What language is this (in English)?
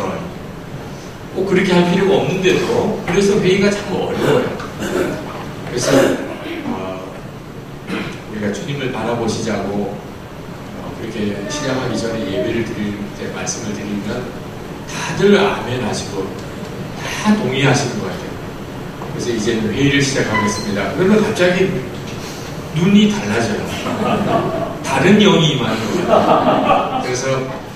Korean